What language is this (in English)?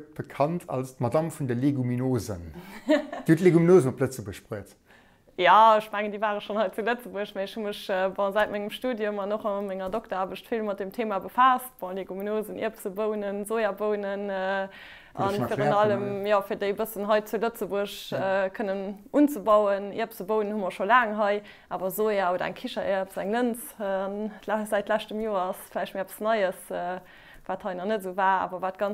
Luxembourgish